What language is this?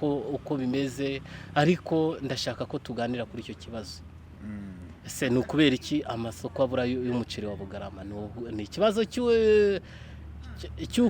Kinyarwanda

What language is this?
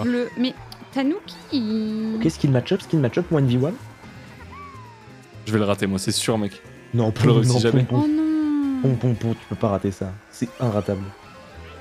French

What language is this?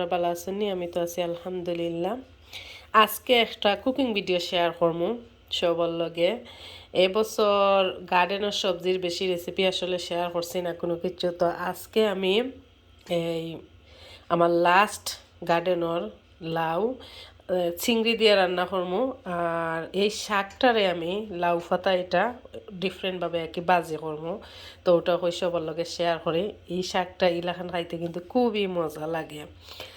Sylheti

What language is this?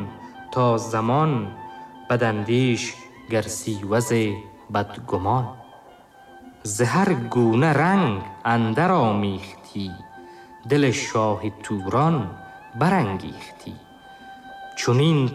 Tajik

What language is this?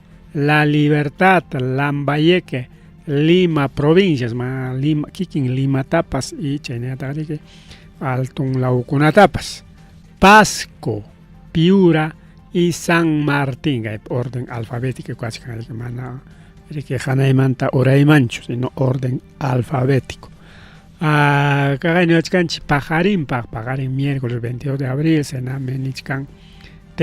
Ayacucho Quechua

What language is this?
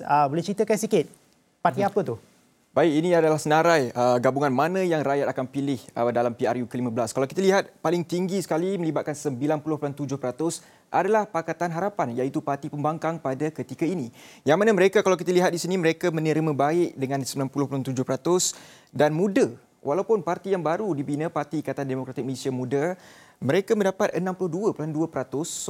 Malay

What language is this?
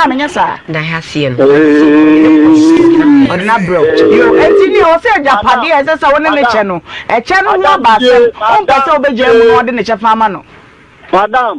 Akan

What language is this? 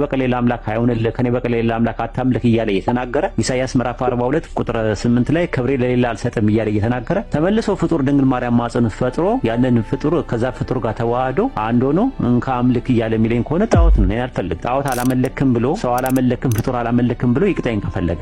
Amharic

